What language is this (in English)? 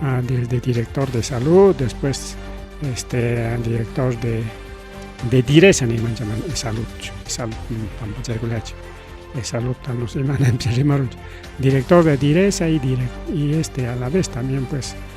Ayacucho Quechua